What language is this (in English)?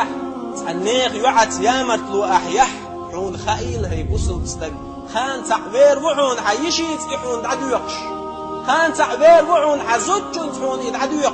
Chechen